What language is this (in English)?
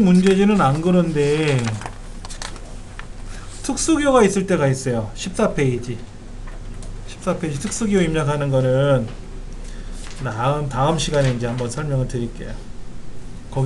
Korean